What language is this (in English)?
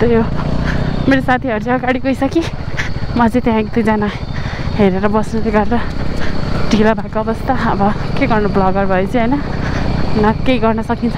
Nepali